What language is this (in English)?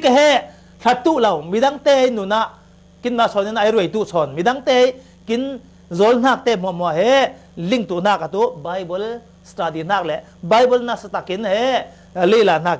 Falam Chin